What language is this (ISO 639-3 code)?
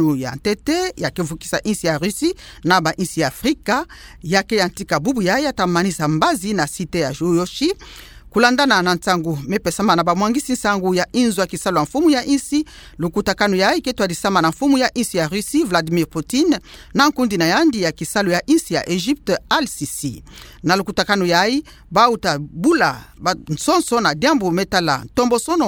ktu